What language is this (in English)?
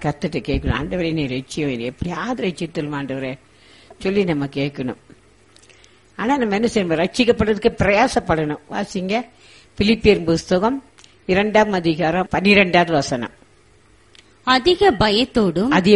Tamil